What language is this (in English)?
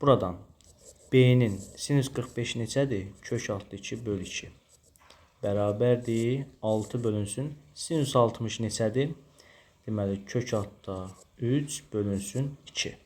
Azerbaijani